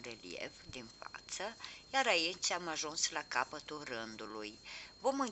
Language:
Romanian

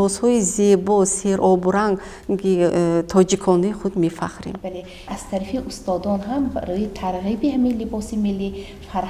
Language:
Tajik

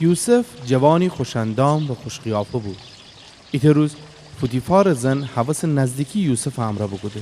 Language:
Gilaki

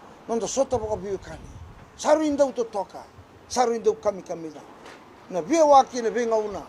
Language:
Fijian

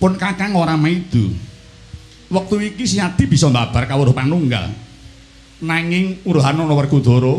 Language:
Javanese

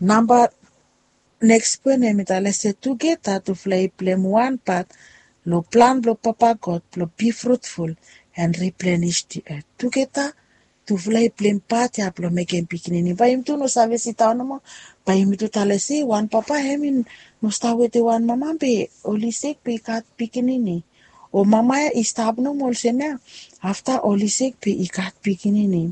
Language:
Bislama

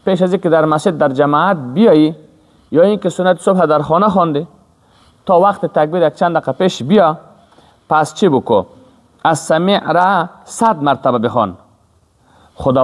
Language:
Persian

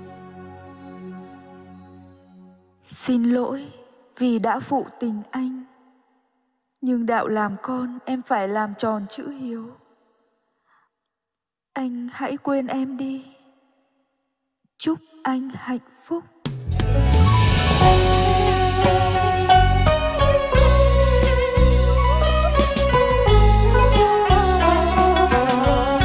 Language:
Vietnamese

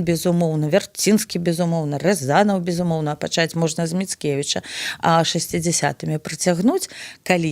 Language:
Belarusian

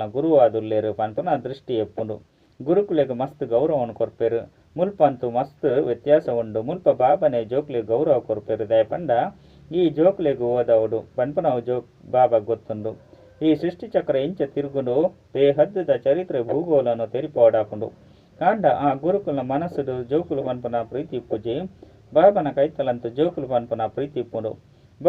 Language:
Tulu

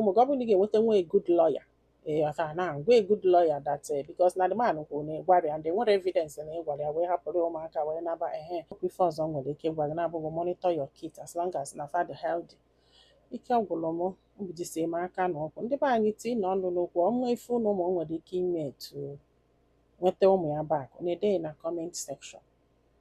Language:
Igbo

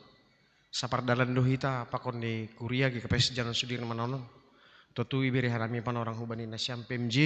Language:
Batak Simalungun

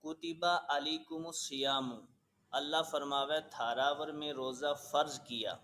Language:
Gujari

